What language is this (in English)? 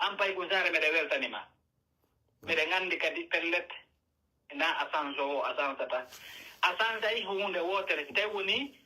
Pular